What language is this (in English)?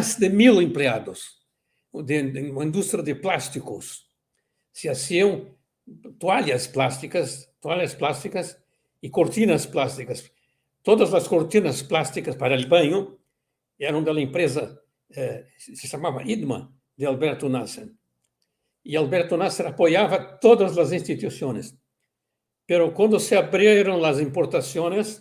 Ladino